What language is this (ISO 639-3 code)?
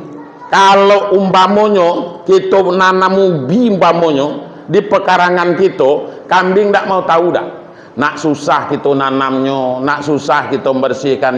min